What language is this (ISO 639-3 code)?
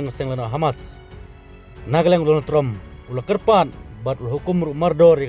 kha